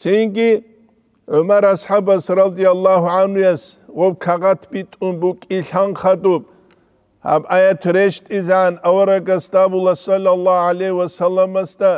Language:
Avaric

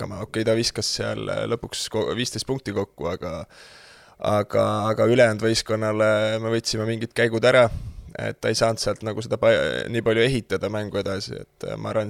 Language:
Estonian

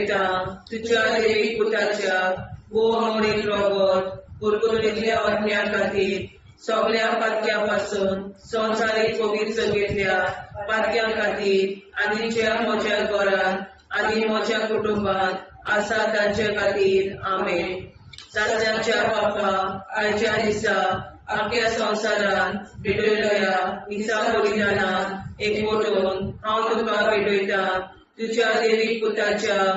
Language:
Konkani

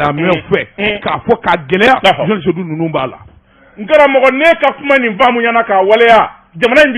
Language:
Bambara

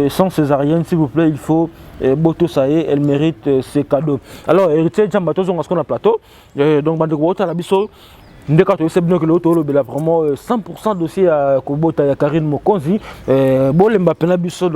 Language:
Lingala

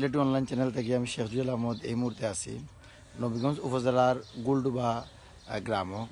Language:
Sylheti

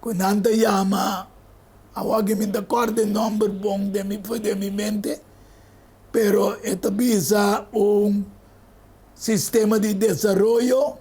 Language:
Papiamento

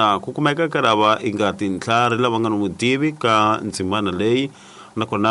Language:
Tsonga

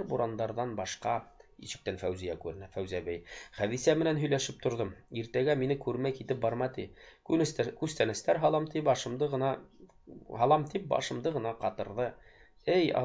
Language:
Bashkir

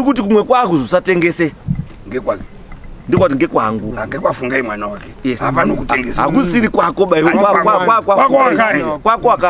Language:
Shona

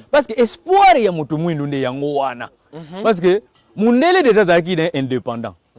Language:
Lingala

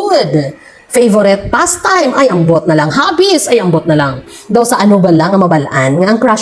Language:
Hiligaynon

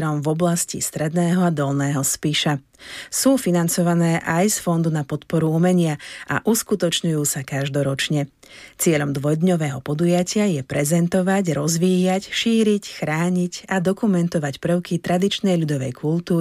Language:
Slovak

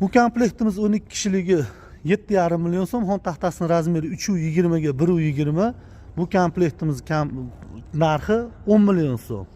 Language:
Uzbek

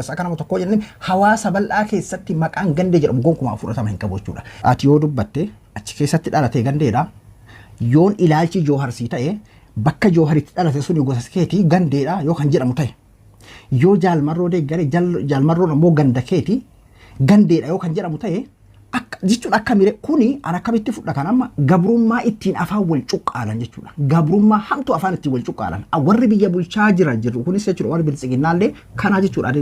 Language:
Oromo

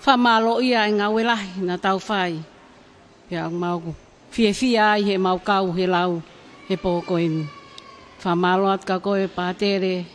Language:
Tongan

